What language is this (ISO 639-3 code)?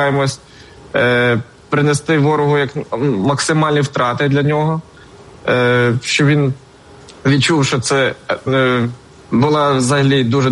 ukr